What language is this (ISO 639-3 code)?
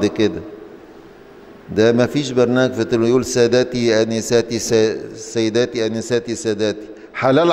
arz